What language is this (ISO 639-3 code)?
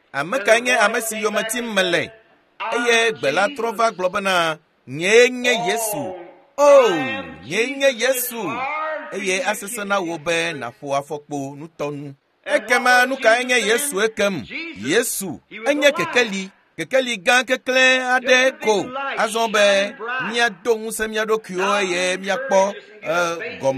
ewe